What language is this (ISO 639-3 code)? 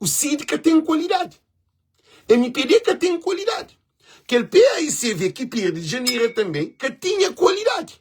kea